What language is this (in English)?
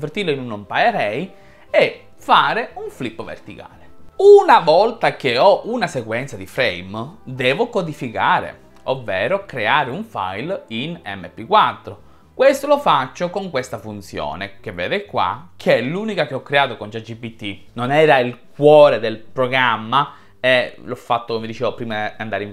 Italian